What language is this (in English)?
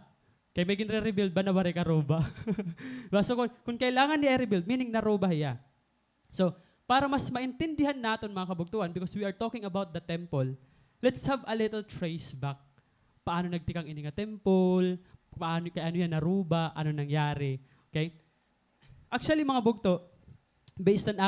Waray